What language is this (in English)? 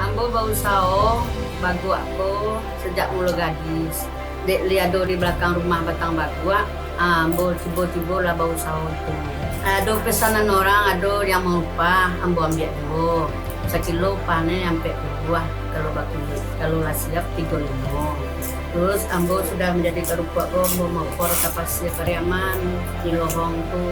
Minangkabau